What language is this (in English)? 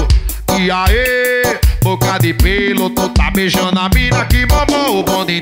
Portuguese